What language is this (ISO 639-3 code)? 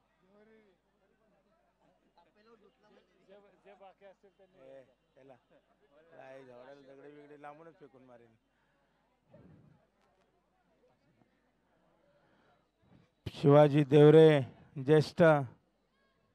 mar